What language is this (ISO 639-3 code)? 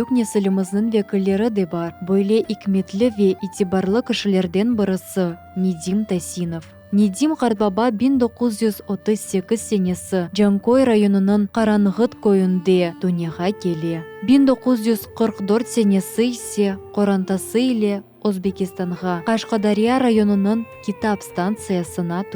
crh